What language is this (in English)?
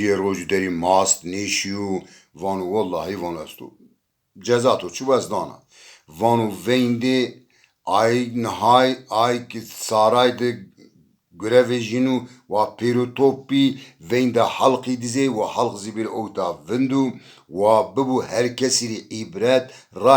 Zaza